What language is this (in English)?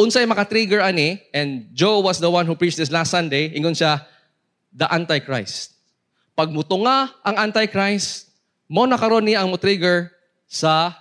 Cebuano